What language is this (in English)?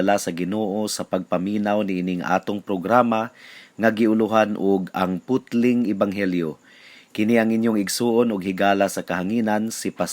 Cebuano